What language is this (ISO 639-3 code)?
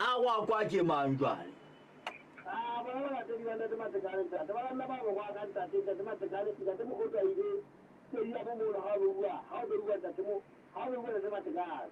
sot